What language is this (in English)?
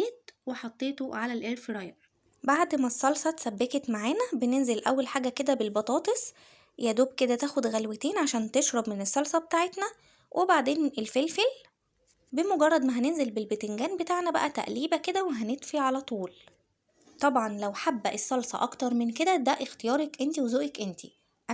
Egyptian Arabic